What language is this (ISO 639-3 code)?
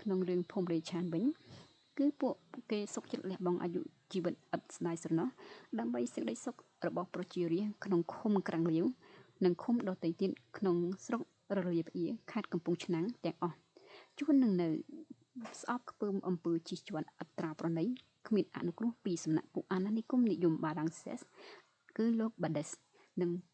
khm